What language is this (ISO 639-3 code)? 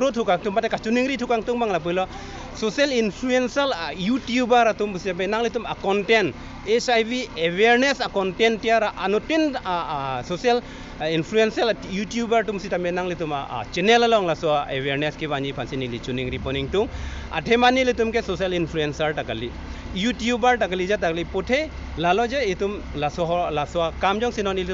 mjw